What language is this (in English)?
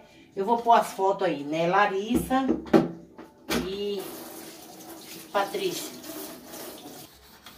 Portuguese